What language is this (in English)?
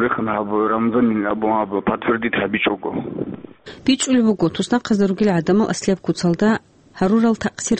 Avaric